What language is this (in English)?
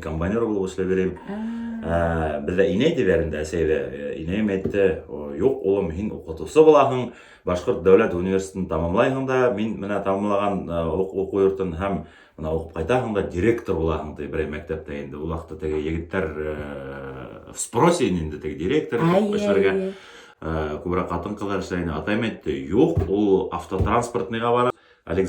Bashkir